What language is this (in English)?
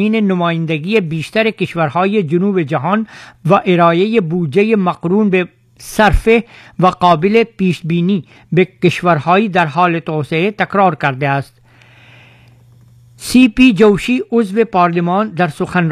Persian